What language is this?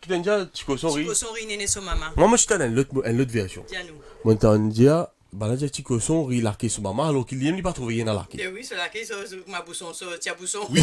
Morisyen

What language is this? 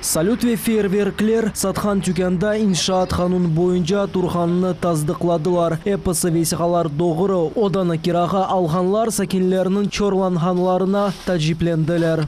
Crimean Tatar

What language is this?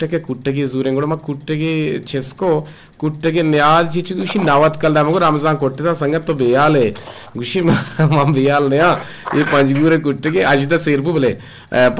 Eastern Balochi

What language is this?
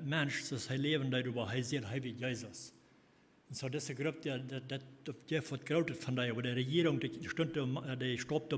Plautdietsch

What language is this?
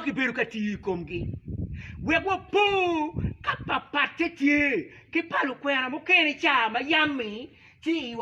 Acoli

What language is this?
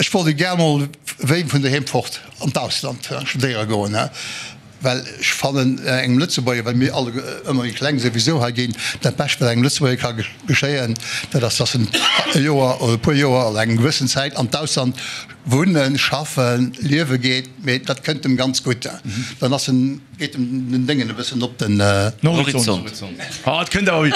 Luxembourgish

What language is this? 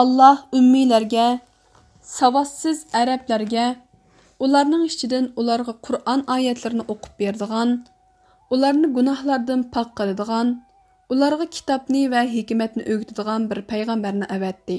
Uyghur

